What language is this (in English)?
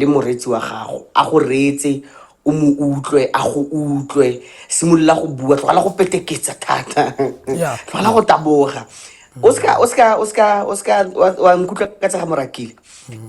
Tswana